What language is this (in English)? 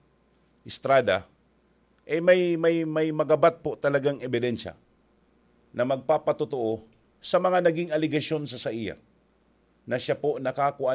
Bikol